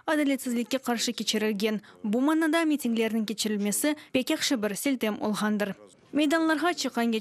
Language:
Crimean Tatar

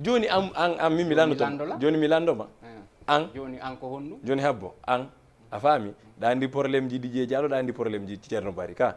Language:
Fula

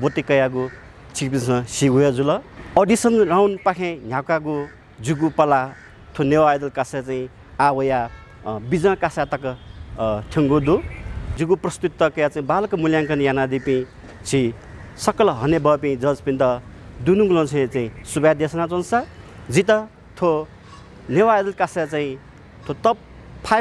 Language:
Newari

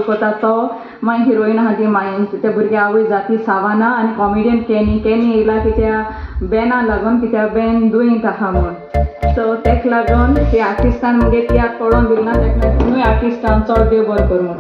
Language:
Konkani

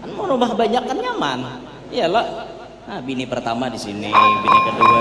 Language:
Banjar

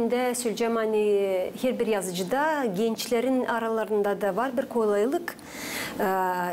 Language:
Gagauz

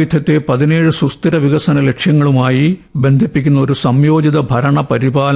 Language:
Malayalam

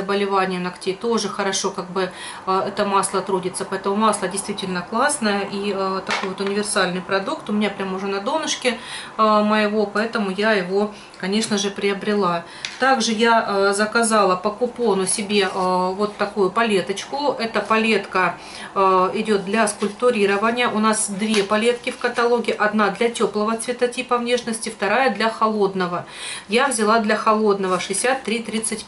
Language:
Russian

